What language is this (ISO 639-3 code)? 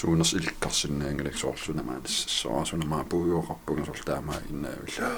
kal